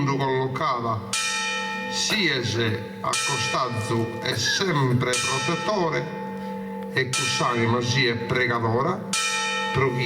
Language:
Sardinian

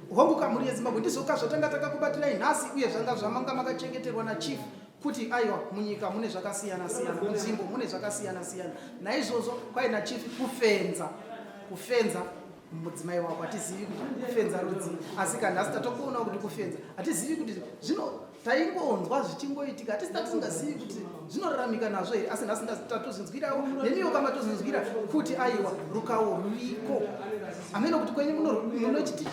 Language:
Shona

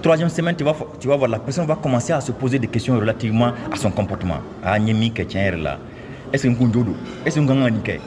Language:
Mandingo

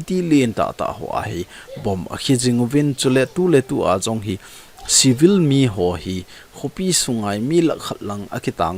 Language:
Thado Chin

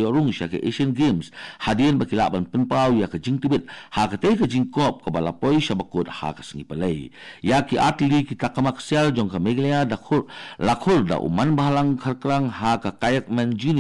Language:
Khasi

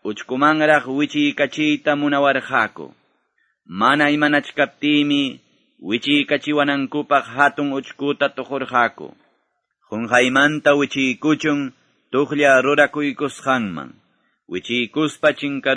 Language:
Quechua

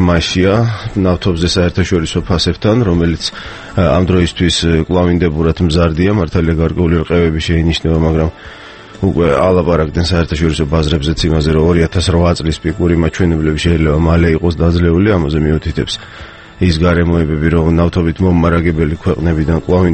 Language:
Georgian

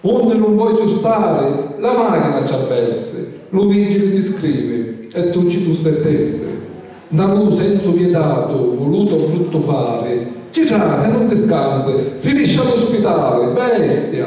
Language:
Sicilian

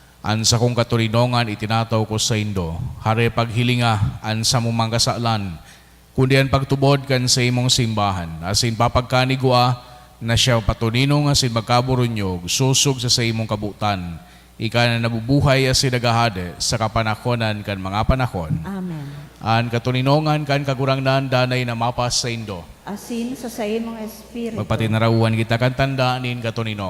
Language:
Bikol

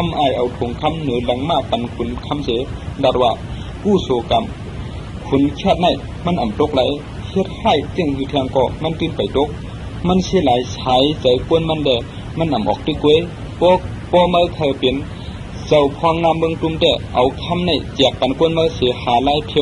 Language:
Shan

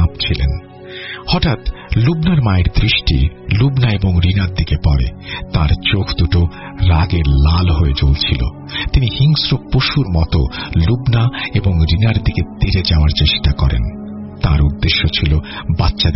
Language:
Bangla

